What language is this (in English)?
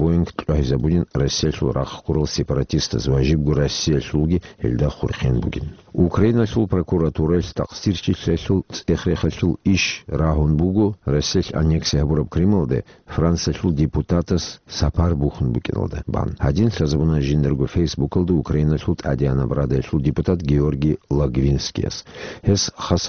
Avaric